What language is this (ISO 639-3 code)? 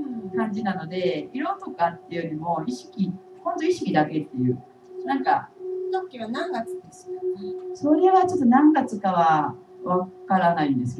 jpn